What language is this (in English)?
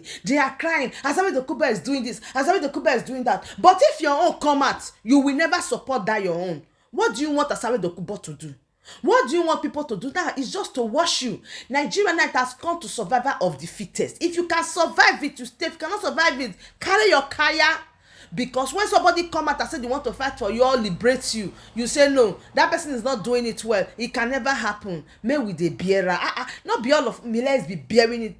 Nigerian Pidgin